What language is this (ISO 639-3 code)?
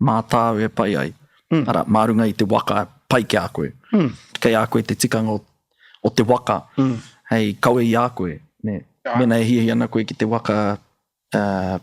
mri